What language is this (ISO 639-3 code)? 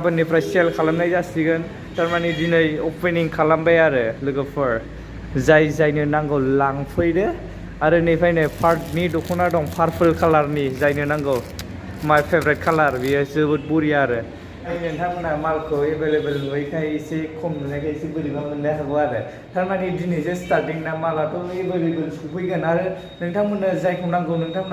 brx